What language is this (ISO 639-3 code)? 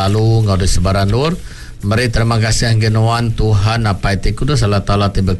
iba